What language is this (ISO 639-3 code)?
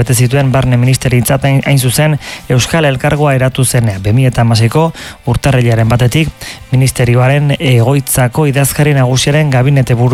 eus